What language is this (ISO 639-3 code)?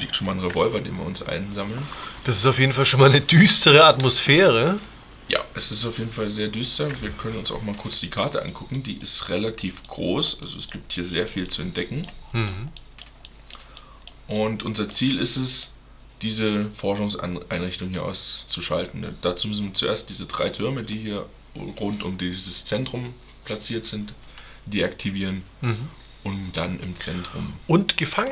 deu